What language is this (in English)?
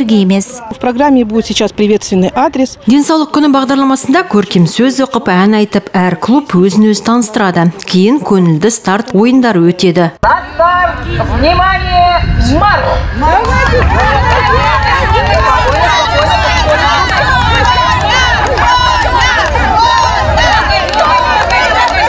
Kazakh